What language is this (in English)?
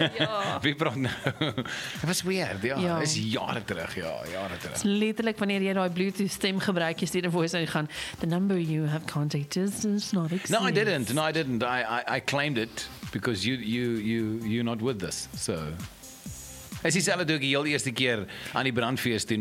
Afrikaans